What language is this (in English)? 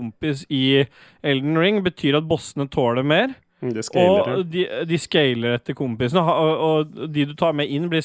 Norwegian